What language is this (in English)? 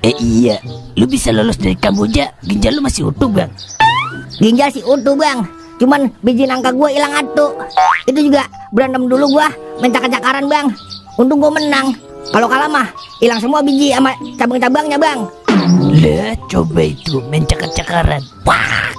Betawi